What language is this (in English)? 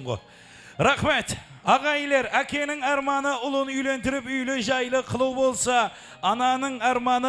Kara-Kalpak